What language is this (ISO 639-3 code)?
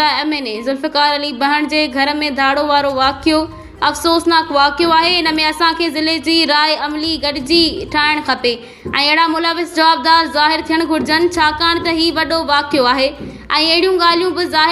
snd